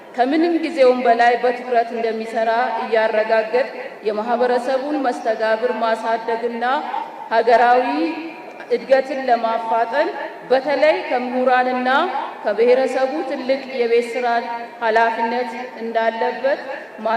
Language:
Amharic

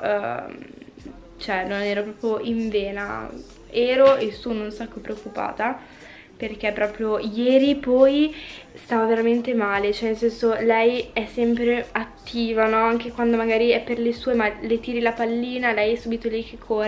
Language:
Italian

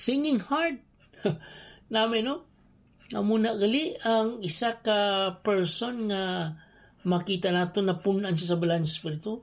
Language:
Hiligaynon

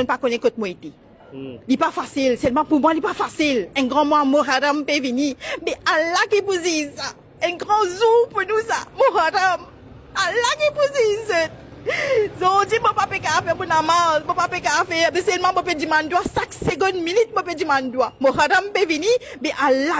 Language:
Morisyen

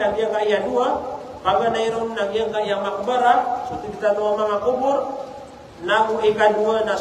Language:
Maranao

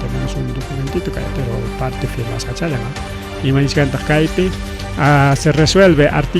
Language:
Ayacucho Quechua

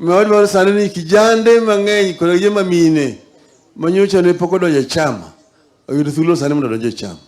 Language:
Luo (Kenya and Tanzania)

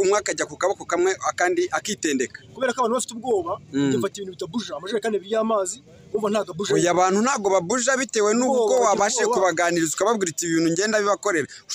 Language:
Kinyarwanda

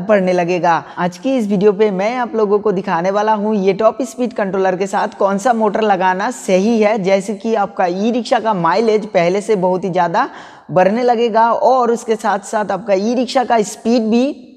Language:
Hindi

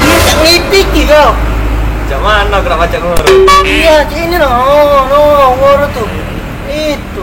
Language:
Musi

